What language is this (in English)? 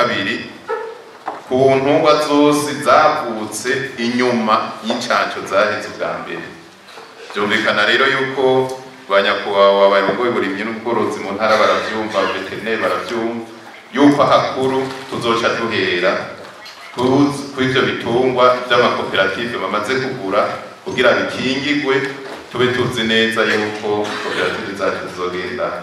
Rundi